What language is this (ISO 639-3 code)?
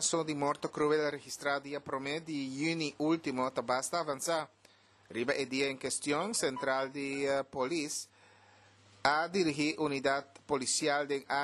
pap